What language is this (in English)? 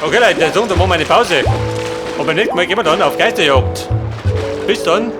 Bavarian